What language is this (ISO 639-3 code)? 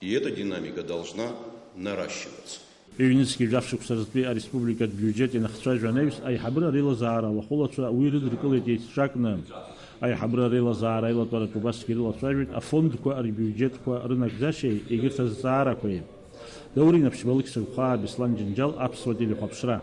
abk